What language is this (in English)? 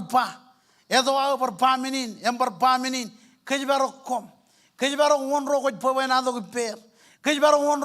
Marshallese